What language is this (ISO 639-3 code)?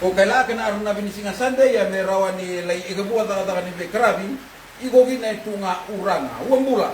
fij